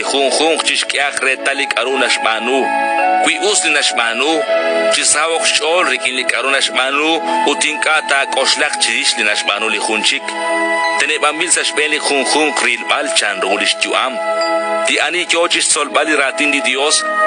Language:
Kekchí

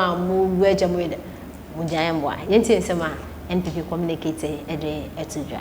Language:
Akan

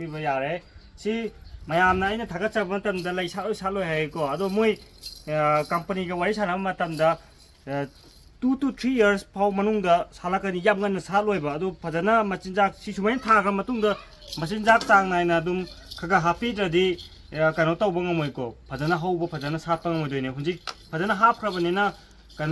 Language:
Manipuri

